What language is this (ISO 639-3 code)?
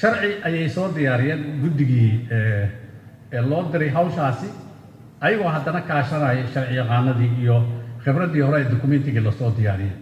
som